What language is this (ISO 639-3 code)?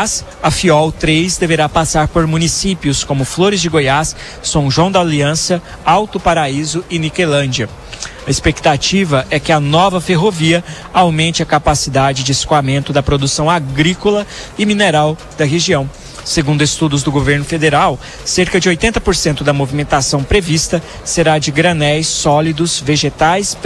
por